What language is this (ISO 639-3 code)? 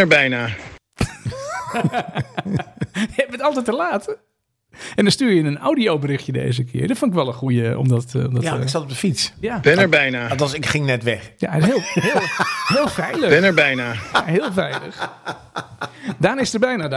nld